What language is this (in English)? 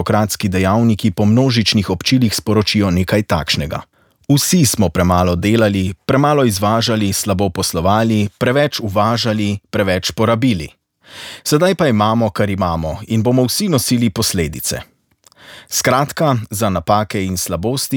Slovenian